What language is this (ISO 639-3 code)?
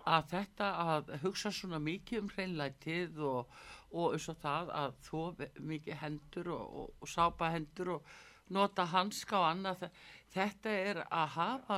isl